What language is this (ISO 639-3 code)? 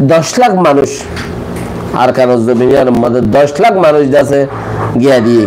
rhg